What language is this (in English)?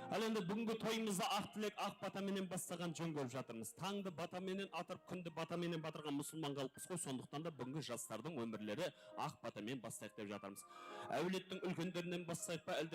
Kara-Kalpak